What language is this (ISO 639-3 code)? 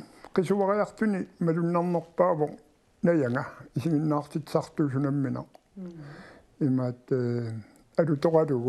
kal